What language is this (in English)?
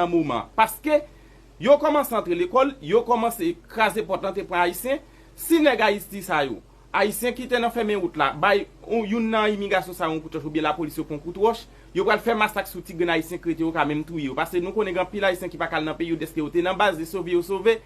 Haitian Creole